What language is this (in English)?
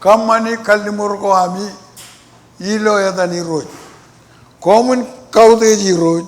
Marshallese